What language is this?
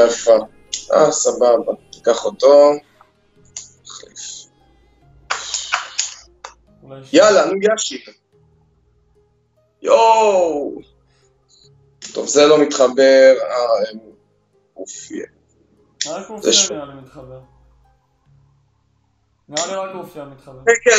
Hebrew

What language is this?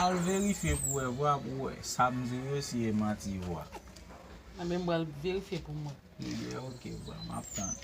Haitian Creole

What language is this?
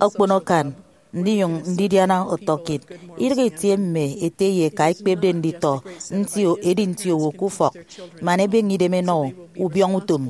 Efik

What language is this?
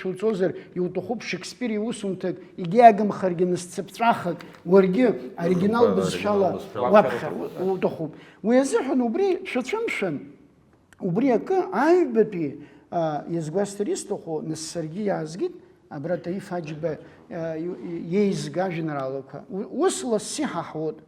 Abkhazian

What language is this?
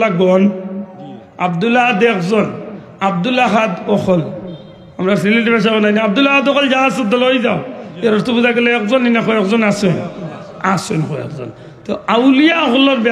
Sylheti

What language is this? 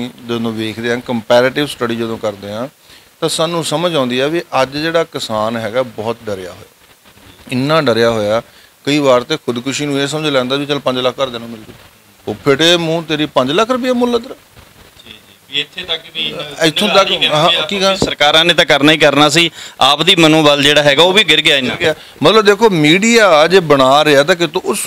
Punjabi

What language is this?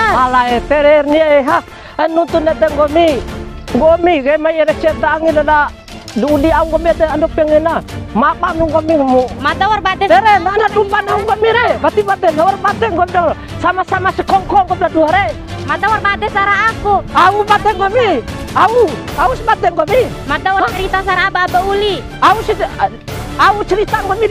Bima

